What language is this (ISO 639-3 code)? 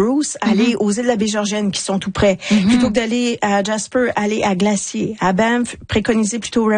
fra